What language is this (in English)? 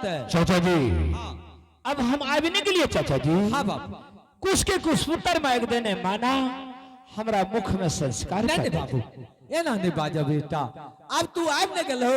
Angika